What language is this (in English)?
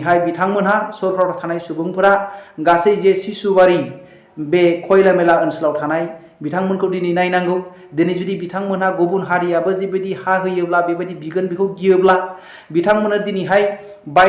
Bodo